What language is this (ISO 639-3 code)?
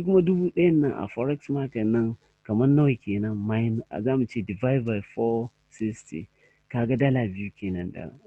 hau